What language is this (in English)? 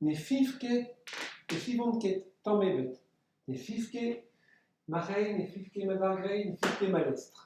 Breton